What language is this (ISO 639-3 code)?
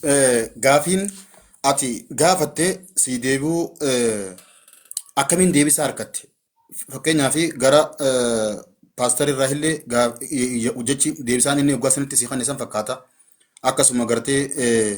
orm